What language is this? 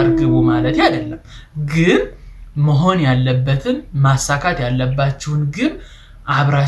Amharic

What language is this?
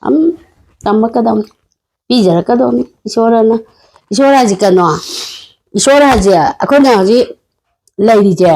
Manipuri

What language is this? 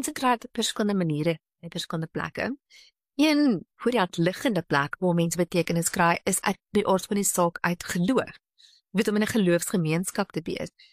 Afrikaans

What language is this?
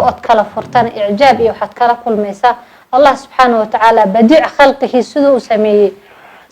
Somali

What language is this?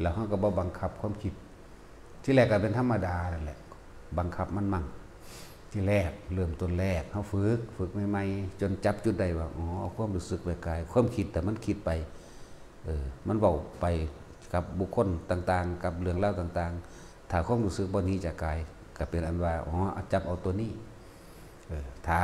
Northeastern Thai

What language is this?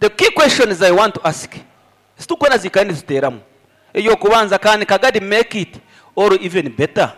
Nyankole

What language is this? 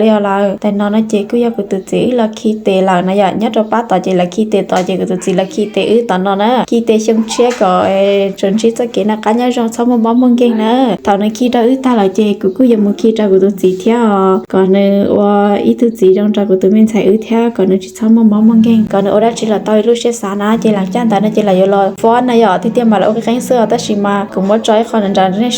Hmong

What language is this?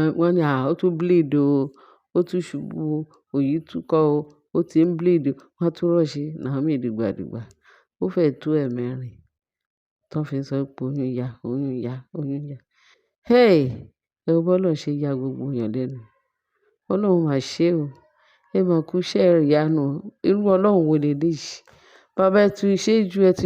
Yoruba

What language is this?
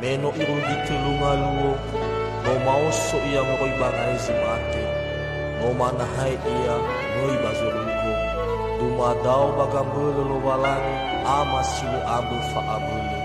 Nias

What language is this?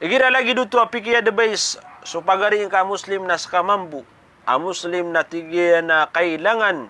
Maranao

